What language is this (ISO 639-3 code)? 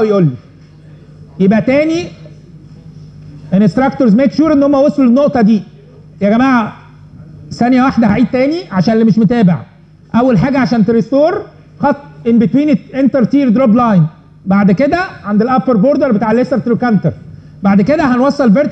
arz